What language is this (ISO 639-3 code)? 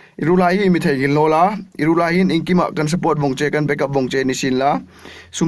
hmr